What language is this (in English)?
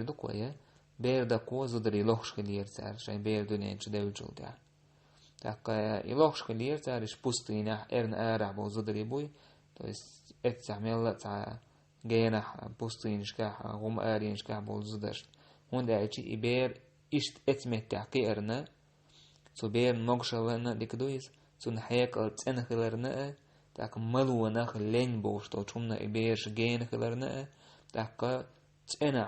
Chechen